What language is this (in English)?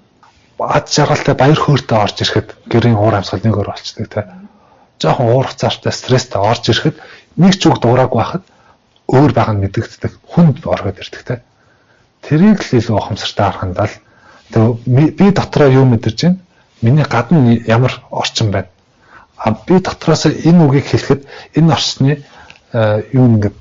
Mongolian